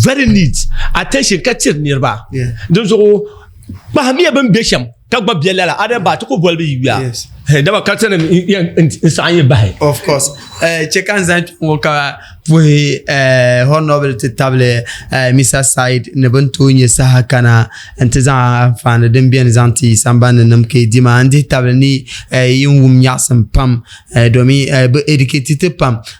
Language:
Dagbani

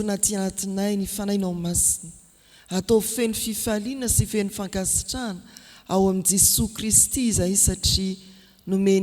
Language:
Malagasy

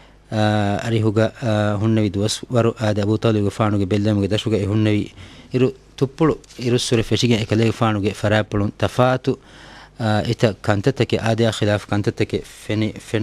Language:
Divehi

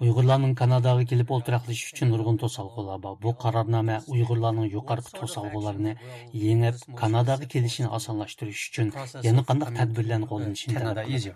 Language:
Uyghur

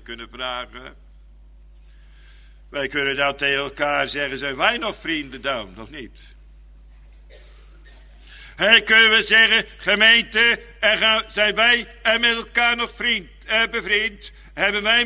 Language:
Dutch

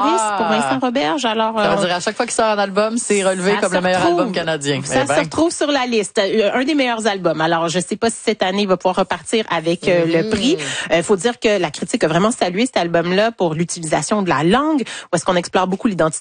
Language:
French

